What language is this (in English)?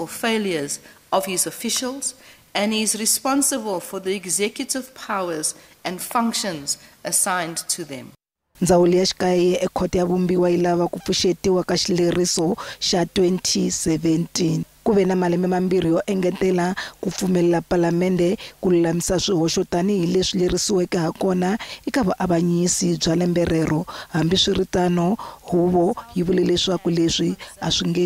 Tsonga